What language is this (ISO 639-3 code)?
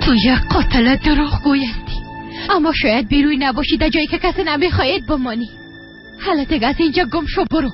fas